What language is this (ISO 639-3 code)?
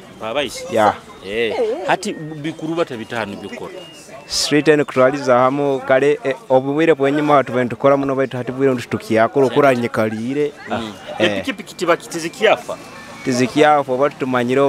nyo